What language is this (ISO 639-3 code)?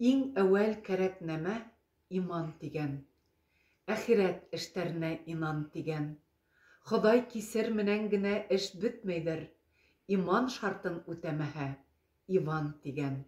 bak